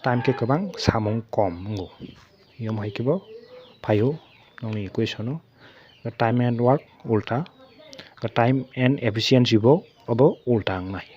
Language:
Kok Borok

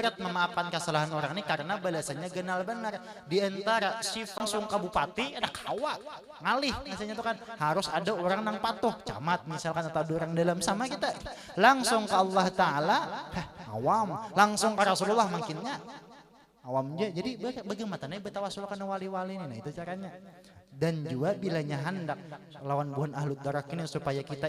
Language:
Banjar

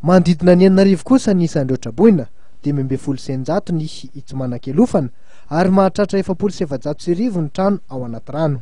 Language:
Malagasy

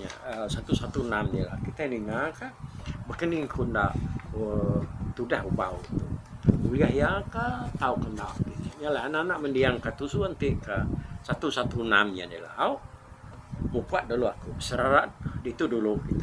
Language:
Iban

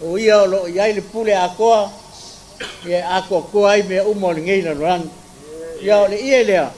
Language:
Samoan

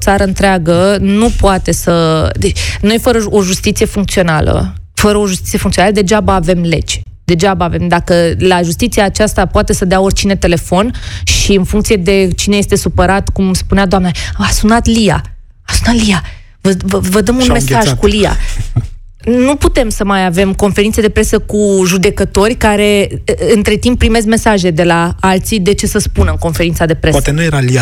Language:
Romanian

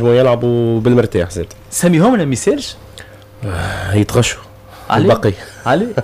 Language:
Tunisian Arabic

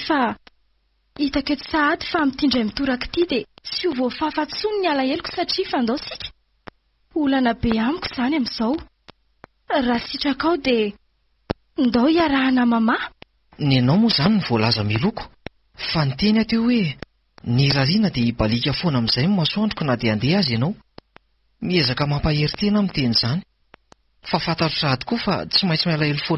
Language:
Malagasy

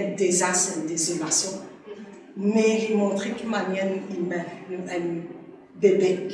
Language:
Morisyen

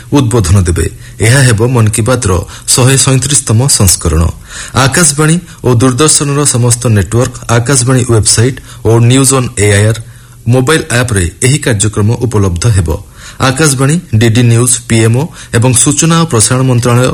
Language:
Odia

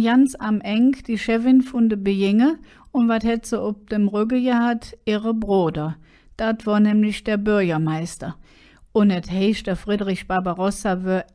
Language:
Colognian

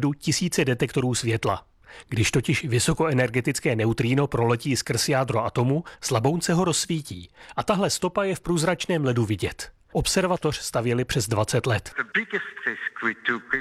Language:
Czech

